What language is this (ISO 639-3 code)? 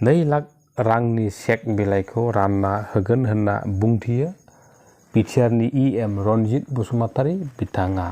brx